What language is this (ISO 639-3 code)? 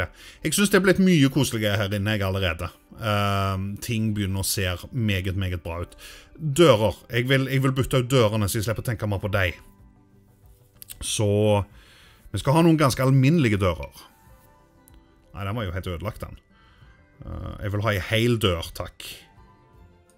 nor